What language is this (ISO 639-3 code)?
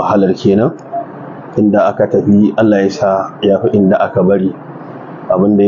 hau